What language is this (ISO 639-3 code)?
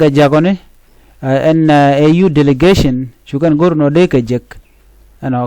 nus